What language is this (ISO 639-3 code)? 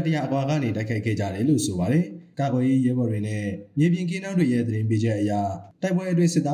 mya